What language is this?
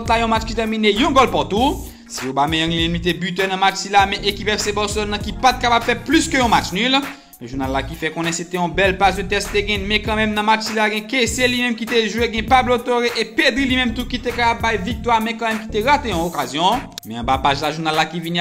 Haitian Creole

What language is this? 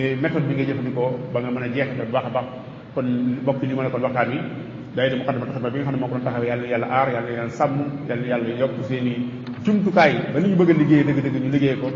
Wolof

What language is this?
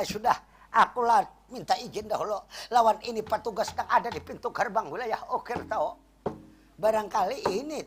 Banjar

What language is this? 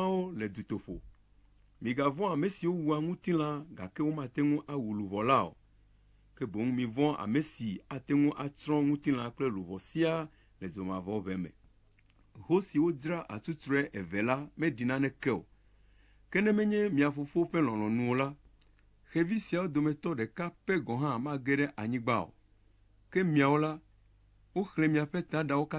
Ewe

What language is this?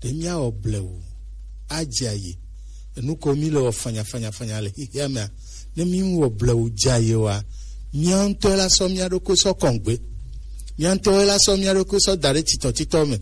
Gen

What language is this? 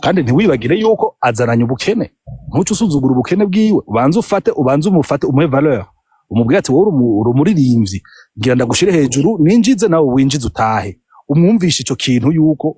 Rundi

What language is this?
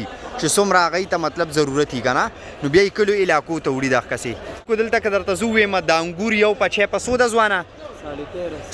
Pashto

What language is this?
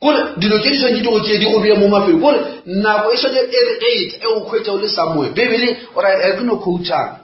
Northern Sotho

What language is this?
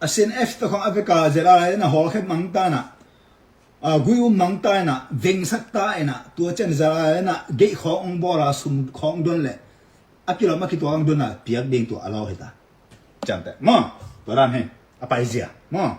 Tedim Chin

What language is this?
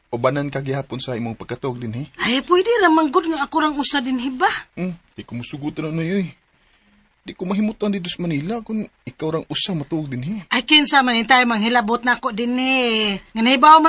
Cebuano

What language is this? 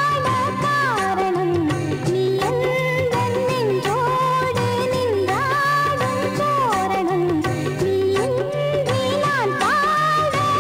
Tamil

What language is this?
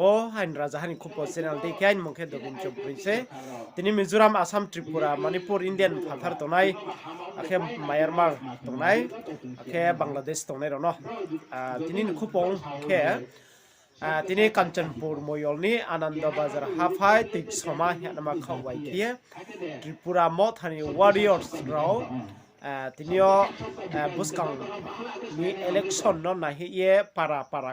Riang (India)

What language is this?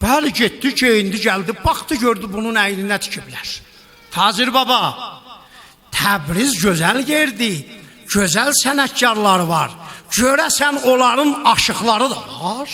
South Azerbaijani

